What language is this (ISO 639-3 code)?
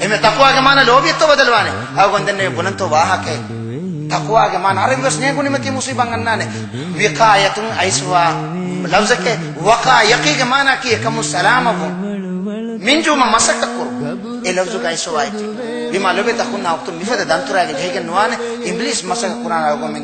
div